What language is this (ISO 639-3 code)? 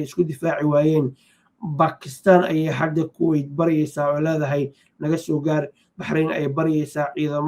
som